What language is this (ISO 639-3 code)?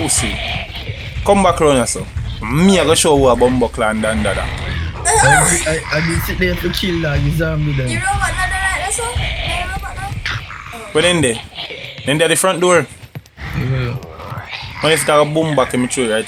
jam